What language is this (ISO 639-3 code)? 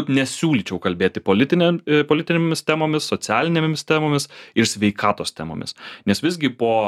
lit